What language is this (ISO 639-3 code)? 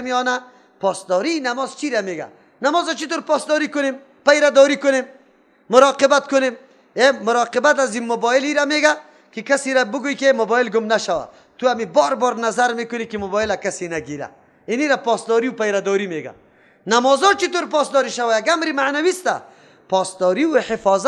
fas